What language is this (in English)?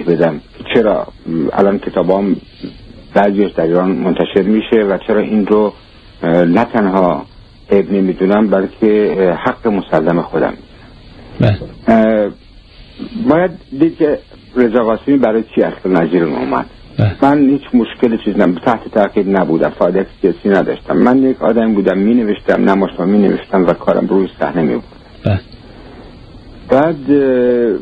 Persian